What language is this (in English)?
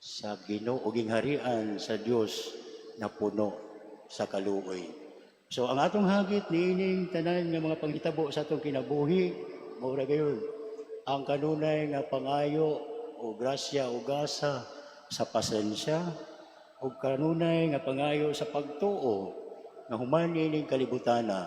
Cebuano